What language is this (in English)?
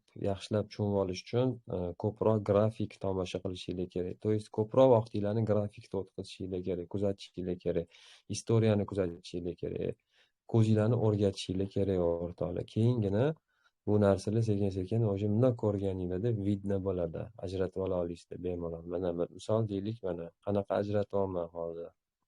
Uzbek